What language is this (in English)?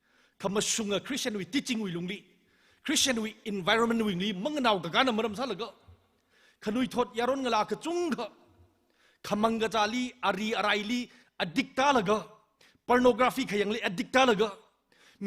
Tangkhul Naga (India)